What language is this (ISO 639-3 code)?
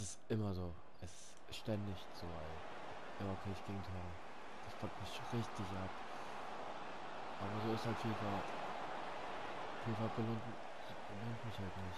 deu